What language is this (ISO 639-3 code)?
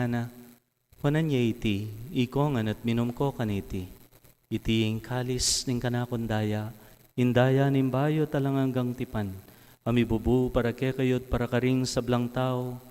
pam